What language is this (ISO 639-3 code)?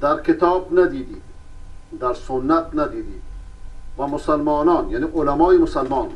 fas